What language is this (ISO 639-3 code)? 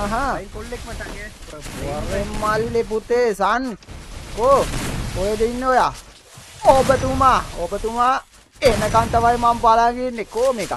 sin